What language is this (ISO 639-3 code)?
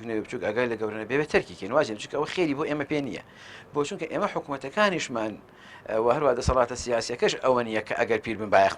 ckb